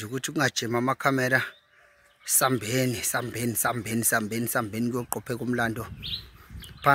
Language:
Zulu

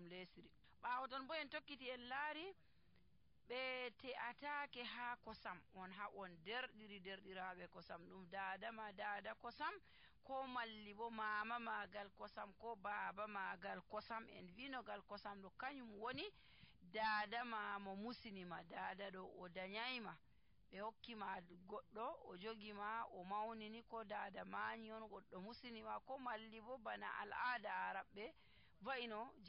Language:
Nigerian Fulfulde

